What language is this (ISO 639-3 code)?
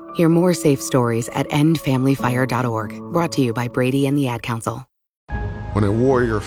eng